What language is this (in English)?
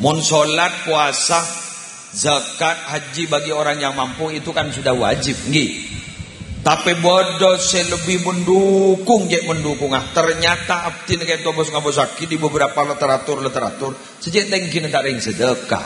Madurese